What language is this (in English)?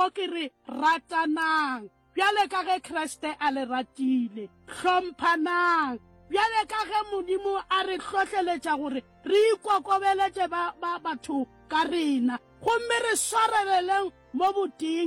Northern Sotho